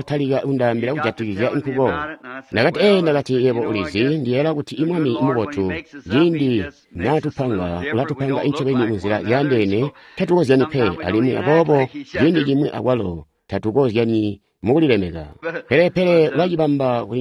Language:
Tonga (Zambia)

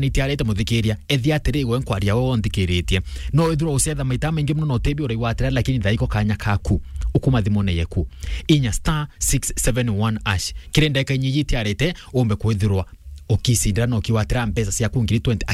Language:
Meru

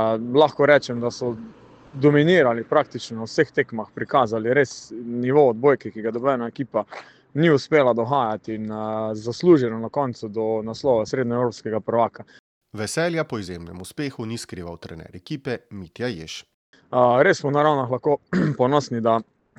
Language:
Slovenian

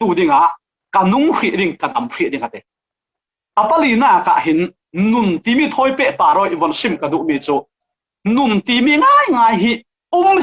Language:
Falam Chin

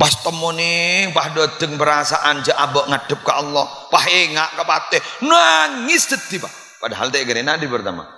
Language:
Madurese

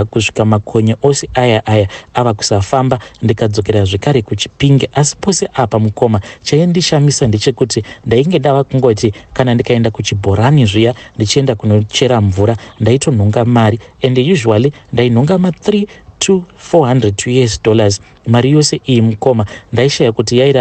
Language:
Shona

